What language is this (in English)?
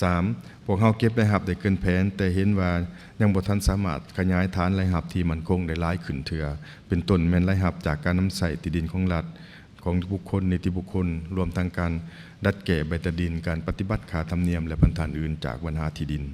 Lao